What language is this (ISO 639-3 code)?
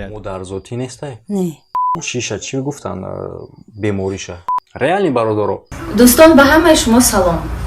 tgk